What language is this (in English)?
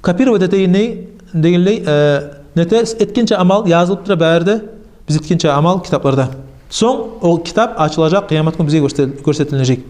Kumyk